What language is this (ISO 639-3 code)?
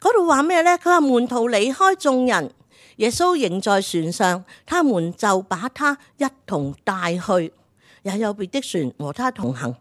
yue